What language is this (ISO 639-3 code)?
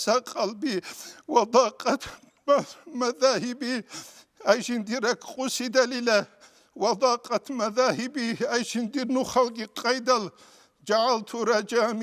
ava